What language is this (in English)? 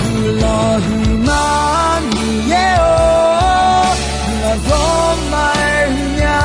Akha